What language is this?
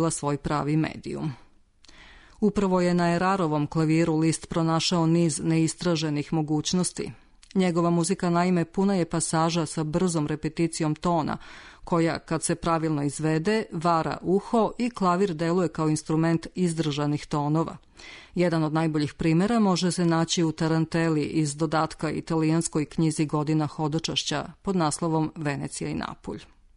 Serbian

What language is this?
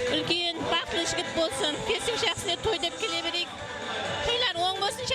Kara-Kalpak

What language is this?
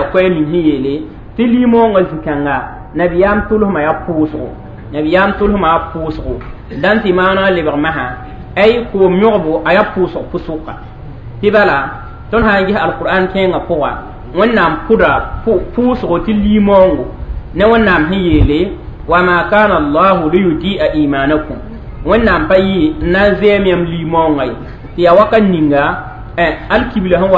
Mossi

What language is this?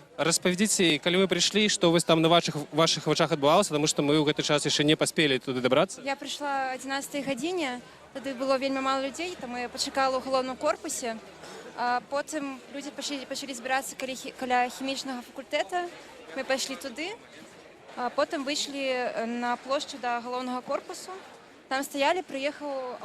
Belarusian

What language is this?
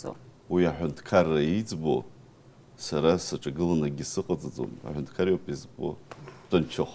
Abkhazian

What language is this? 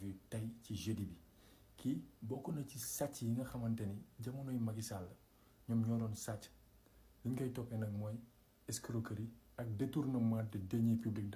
Wolof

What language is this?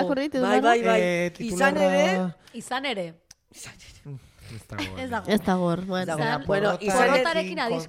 Basque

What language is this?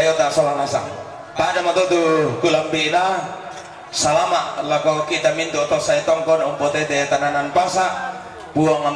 Toraja-Sa'dan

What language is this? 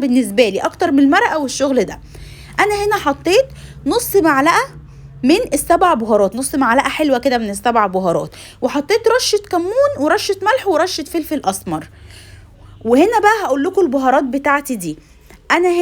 Egyptian Arabic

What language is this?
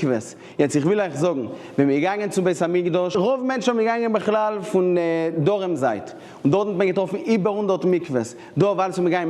Yiddish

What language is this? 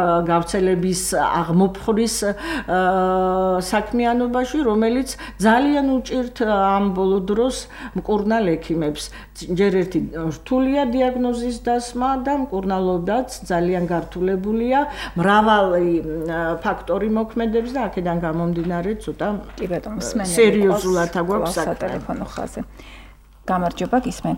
Georgian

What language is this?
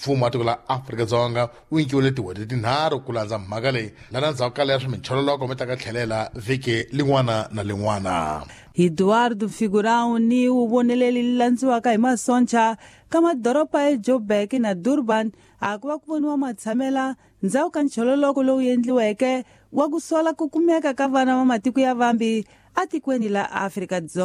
Tsonga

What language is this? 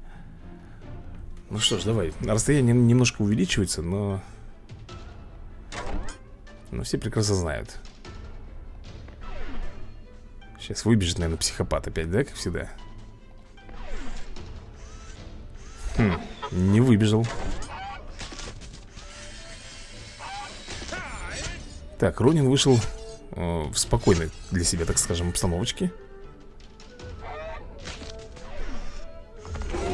Russian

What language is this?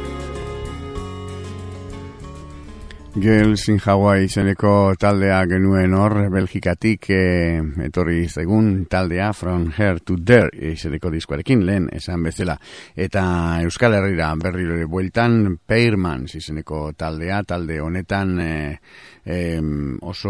Basque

